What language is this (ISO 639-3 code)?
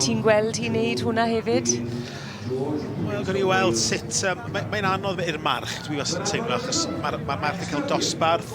cym